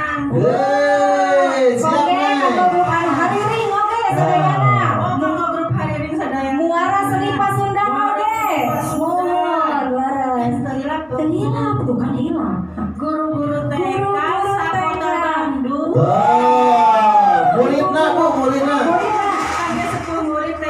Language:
Sundanese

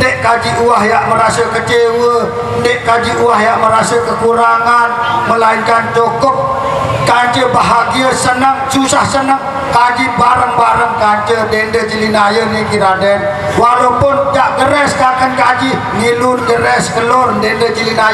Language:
Sasak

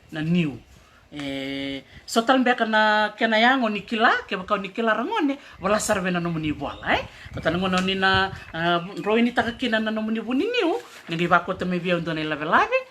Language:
Fijian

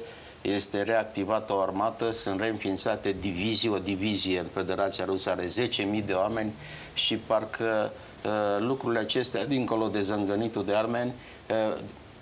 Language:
Romanian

